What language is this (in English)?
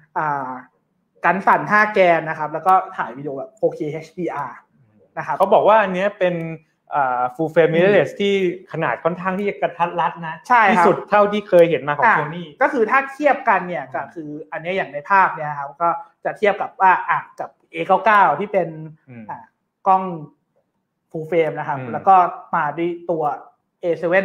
Thai